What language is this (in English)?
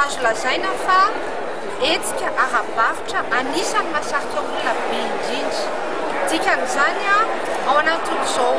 Malagasy